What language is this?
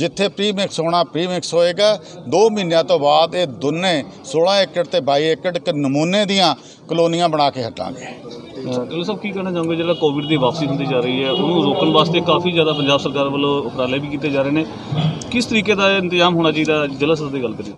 Punjabi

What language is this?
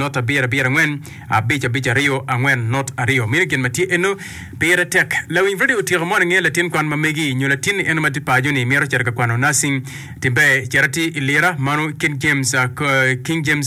Acoli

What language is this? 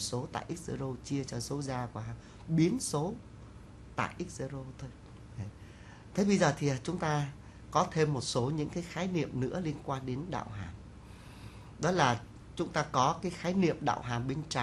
Vietnamese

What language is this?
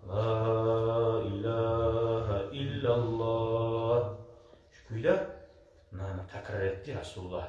Kumyk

